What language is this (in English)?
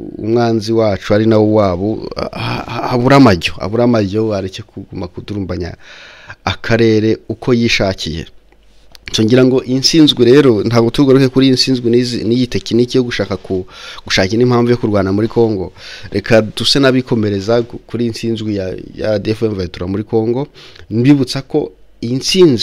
Kinyarwanda